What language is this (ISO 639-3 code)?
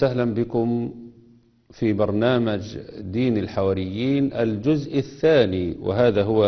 arz